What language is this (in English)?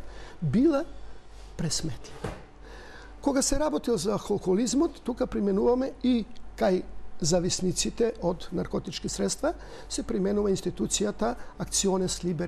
Macedonian